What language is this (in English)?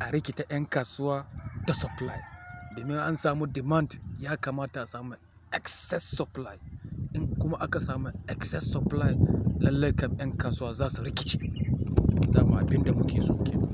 Hausa